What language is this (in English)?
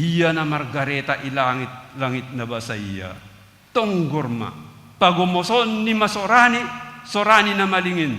Batak Simalungun